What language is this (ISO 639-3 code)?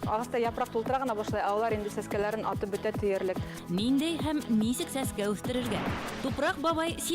bak